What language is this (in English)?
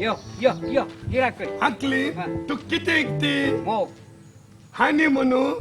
Konkani